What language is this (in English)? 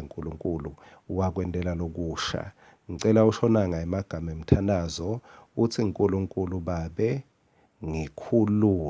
Swati